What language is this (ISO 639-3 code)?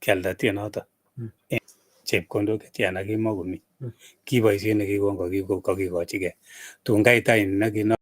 kln